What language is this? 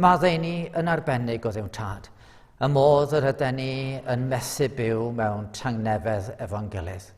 Welsh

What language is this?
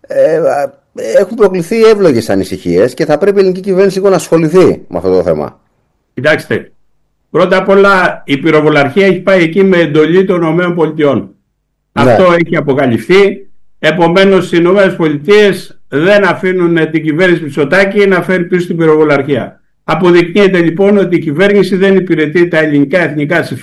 Greek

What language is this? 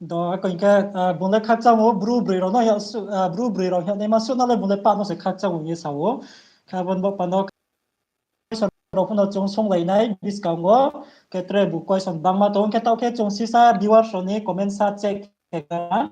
Riang (India)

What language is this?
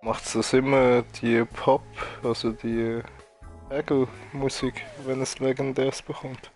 Swiss German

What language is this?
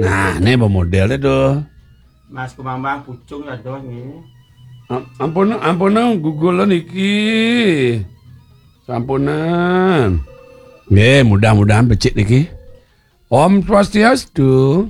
Balinese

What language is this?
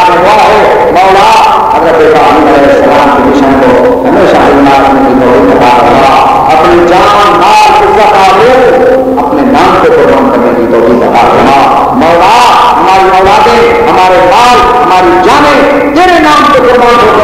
Urdu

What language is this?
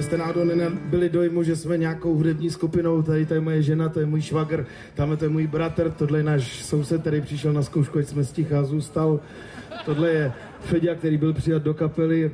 Czech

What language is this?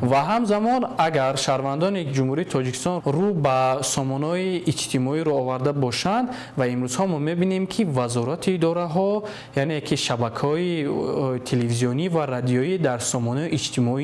Tajik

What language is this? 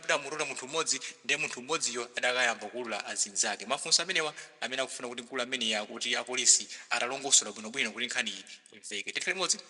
Nyanja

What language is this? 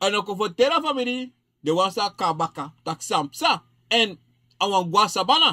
Sranan Tongo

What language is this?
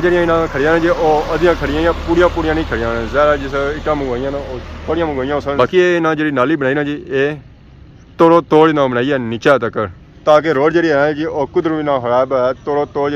Pahari-Potwari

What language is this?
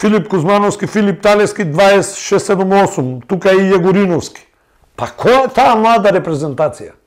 Macedonian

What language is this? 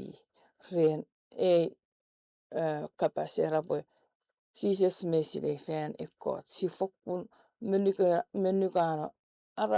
Chuukese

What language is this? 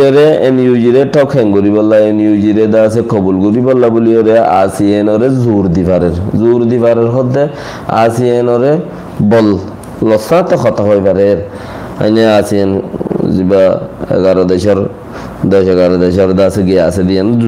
Rohingya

